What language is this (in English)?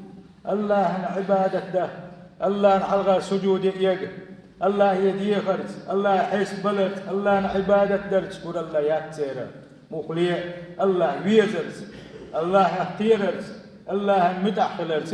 Chechen